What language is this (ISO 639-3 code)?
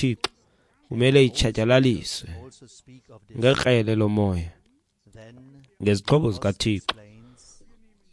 xho